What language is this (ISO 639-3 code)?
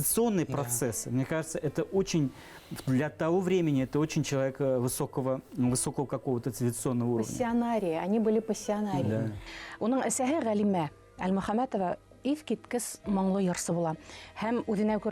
bak